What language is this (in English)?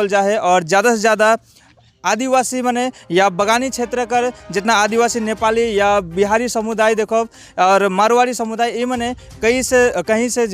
Sadri